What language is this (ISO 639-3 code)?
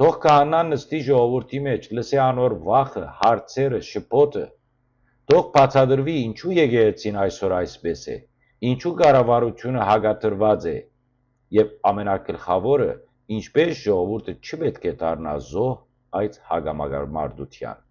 hyw